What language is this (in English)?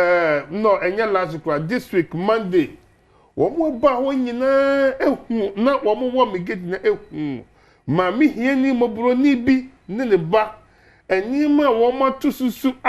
Akan